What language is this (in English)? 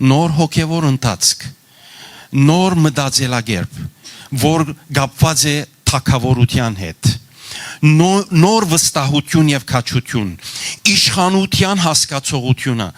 Western Armenian